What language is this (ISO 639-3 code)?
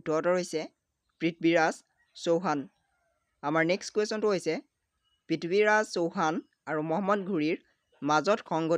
asm